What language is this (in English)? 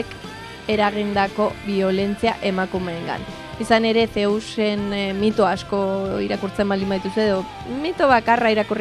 Basque